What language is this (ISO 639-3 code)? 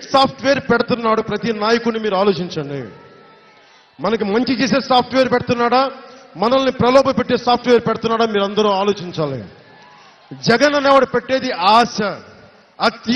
tel